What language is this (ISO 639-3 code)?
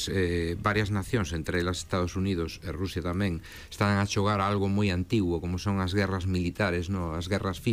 glg